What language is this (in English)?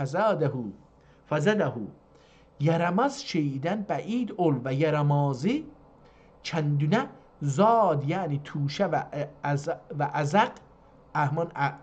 South Azerbaijani